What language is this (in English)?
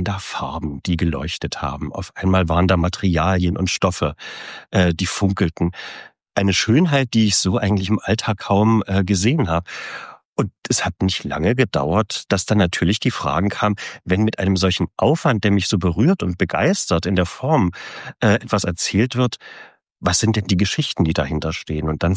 German